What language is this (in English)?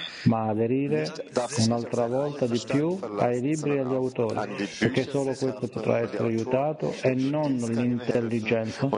Italian